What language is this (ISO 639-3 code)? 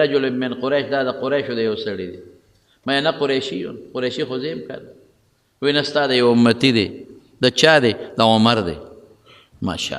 pus